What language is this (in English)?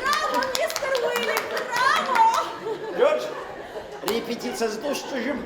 Kabardian